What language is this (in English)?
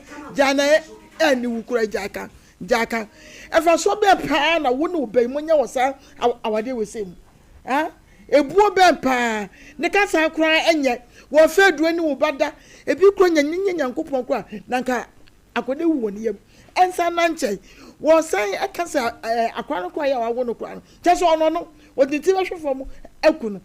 Akan